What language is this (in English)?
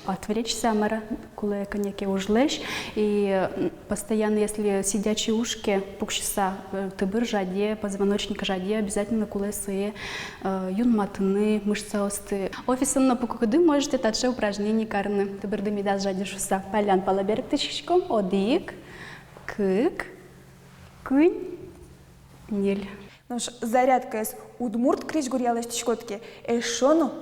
Udmurt